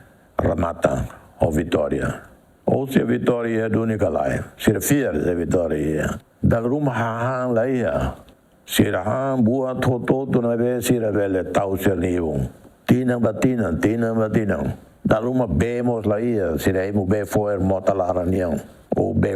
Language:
Tetum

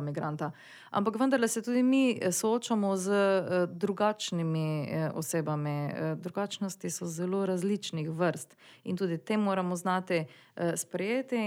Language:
Slovenian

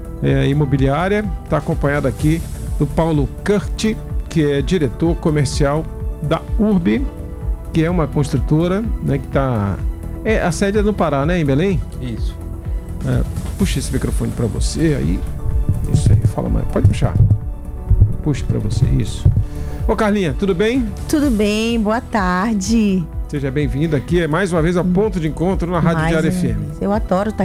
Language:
Portuguese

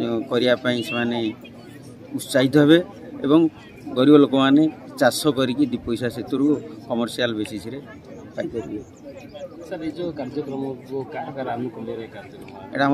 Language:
Odia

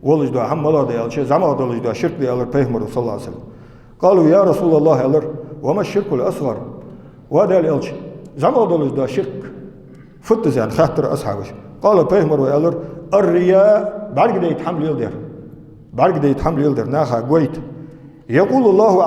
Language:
Ingush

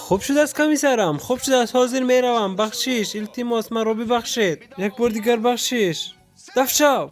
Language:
Tajik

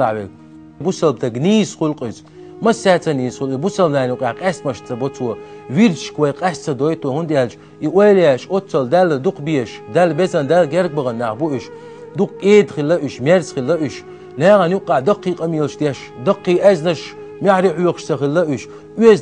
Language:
Chechen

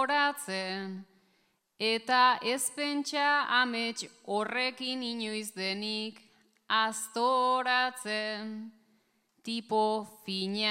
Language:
Basque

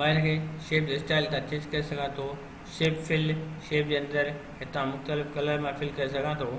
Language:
Sindhi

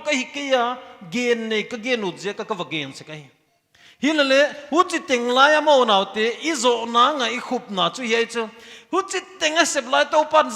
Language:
Paite Chin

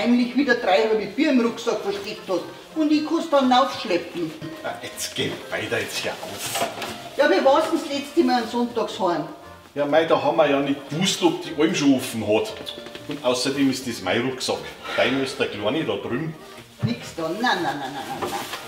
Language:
Bavarian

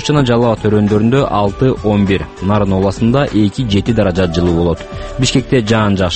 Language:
Kyrgyz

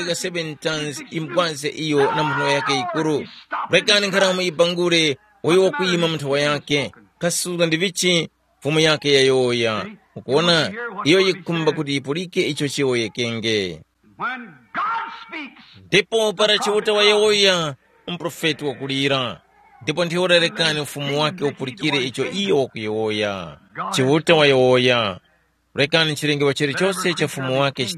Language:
Tumbuka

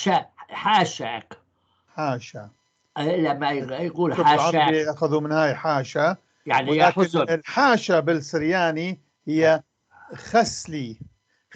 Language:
North Levantine Arabic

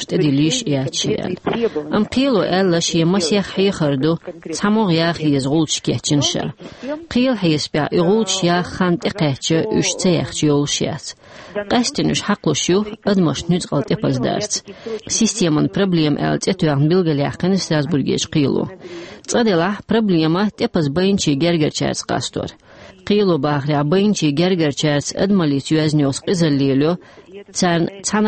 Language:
Chechen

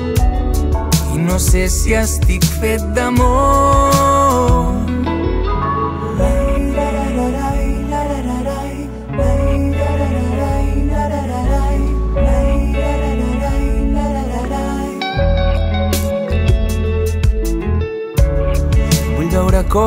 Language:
Catalan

